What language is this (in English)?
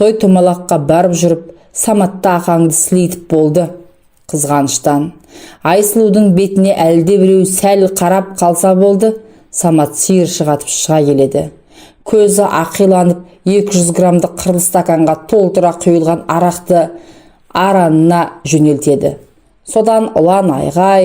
Kazakh